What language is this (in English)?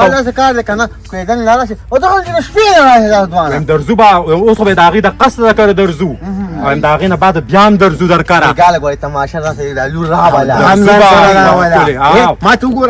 Pashto